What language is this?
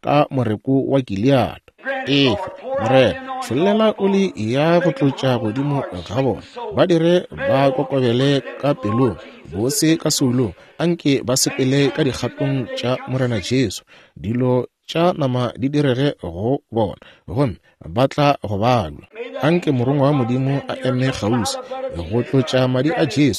Northern Sotho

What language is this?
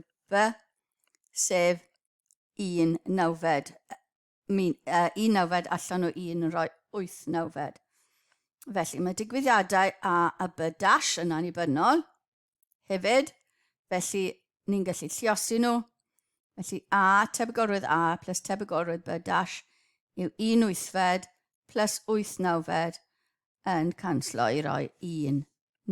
Welsh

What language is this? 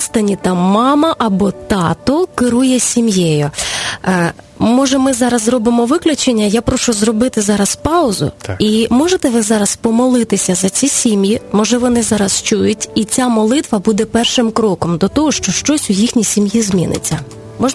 Ukrainian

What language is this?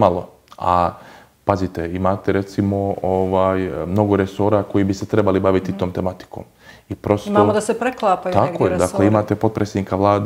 Bosnian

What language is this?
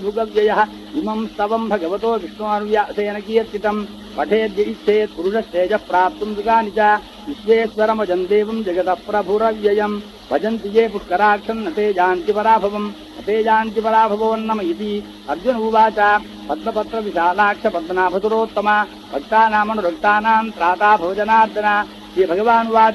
Sanskrit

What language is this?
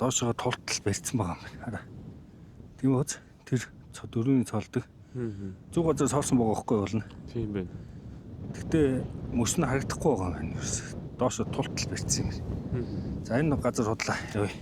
Mongolian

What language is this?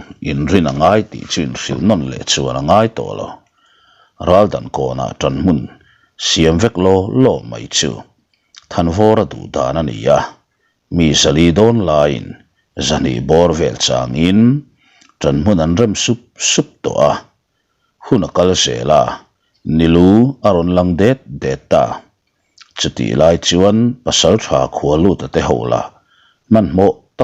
Mizo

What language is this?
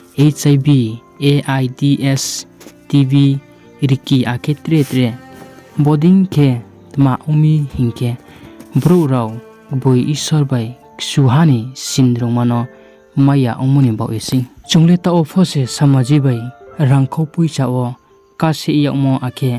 Riang (India)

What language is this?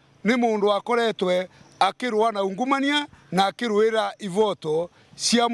Meru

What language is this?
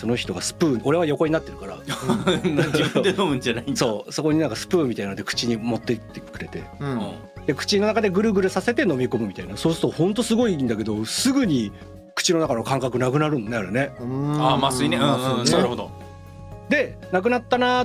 Japanese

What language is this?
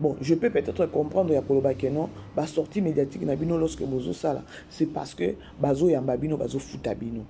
Lingala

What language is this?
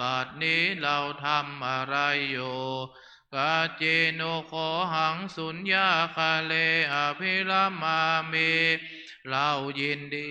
Pali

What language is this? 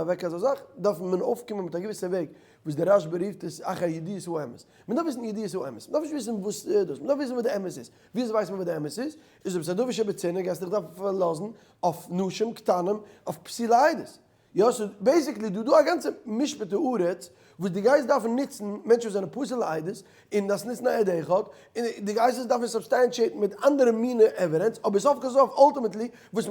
Yiddish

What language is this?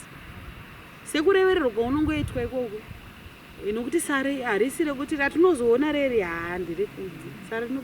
Shona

